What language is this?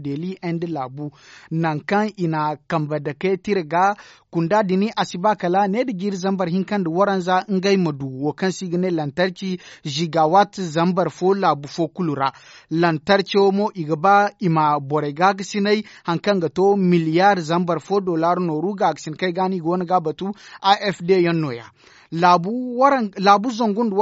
Zarma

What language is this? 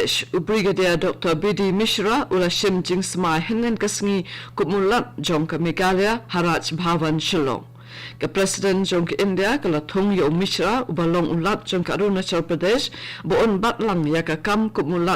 Khasi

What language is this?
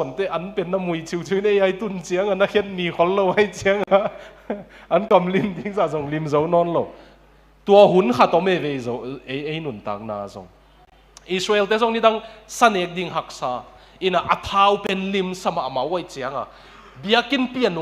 Tedim Chin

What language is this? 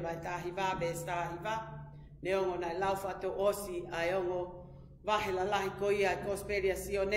Tongan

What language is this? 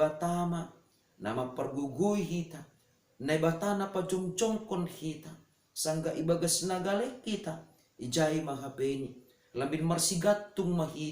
Batak Simalungun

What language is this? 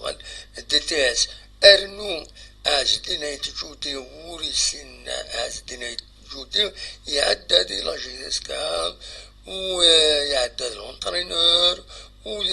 Kabyle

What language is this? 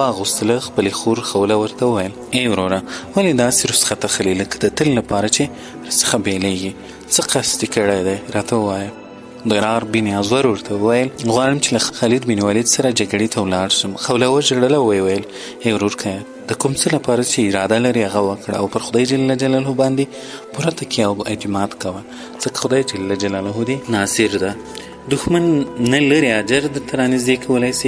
Pashto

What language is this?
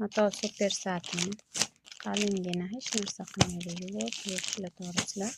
Uzbek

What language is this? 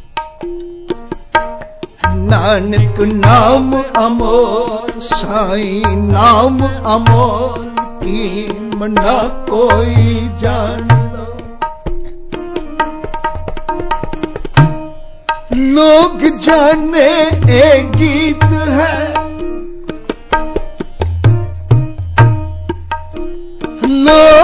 Punjabi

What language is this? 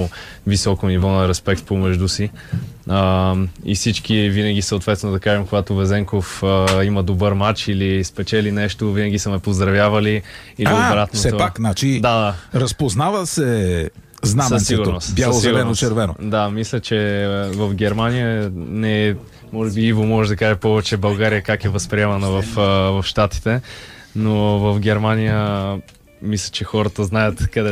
Bulgarian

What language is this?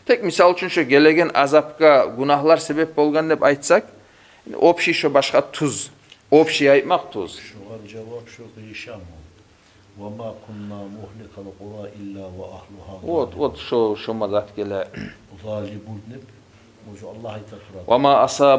Kumyk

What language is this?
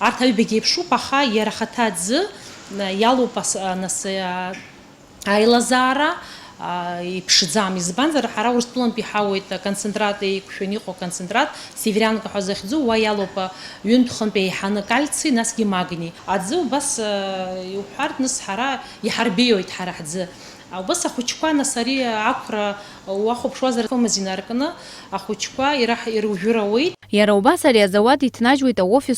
Abkhazian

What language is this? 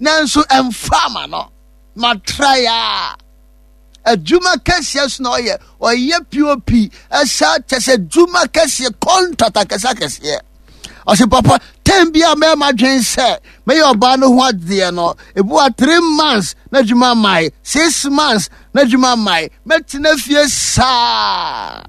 Akan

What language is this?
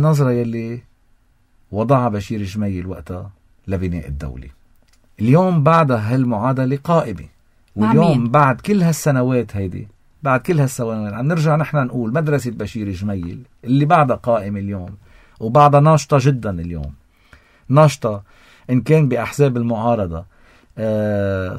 North Levantine Arabic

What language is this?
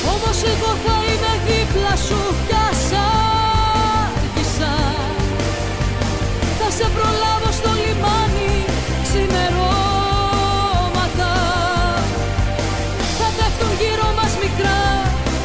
Greek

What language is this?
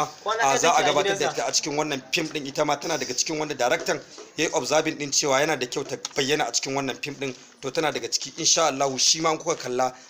Hausa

